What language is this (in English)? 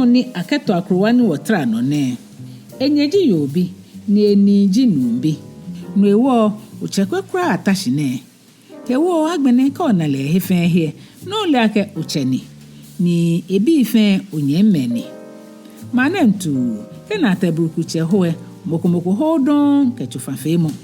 Ga